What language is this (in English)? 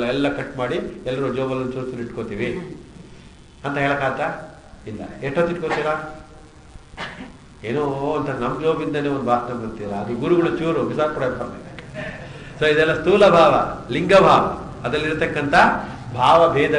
Kannada